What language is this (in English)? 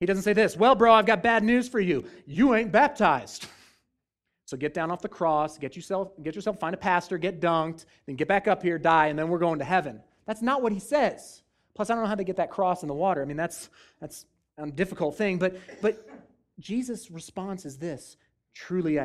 English